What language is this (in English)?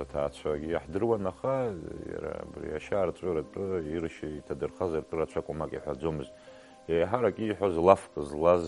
Abkhazian